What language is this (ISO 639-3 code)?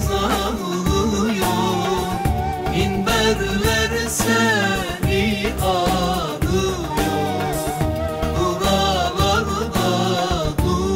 tur